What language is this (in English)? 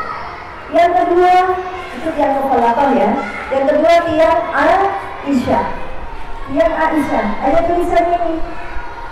Indonesian